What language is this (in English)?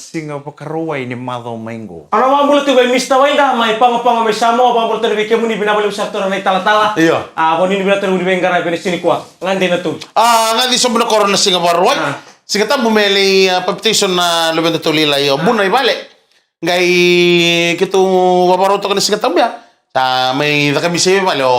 Fijian